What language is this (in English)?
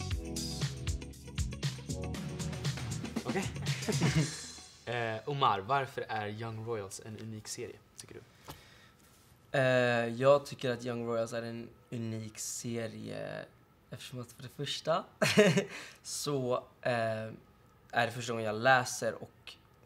Swedish